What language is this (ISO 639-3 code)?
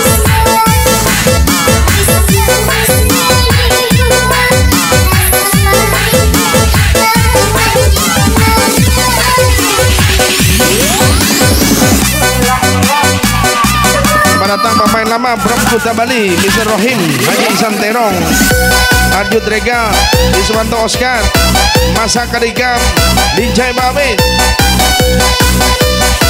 ind